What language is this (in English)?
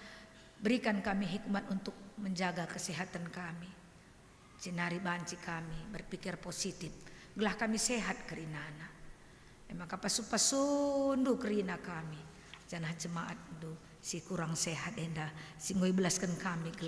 Batak Karo